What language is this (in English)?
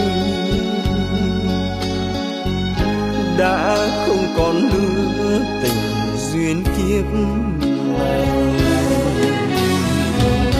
Vietnamese